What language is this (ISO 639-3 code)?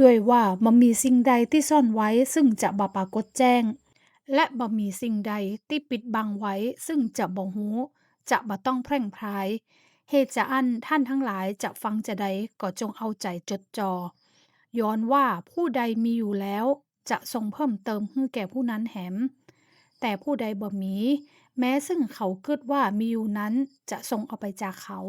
nod